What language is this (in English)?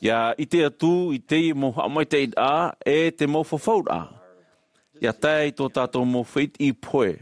Tahitian